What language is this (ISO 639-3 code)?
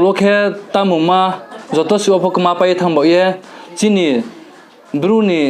ria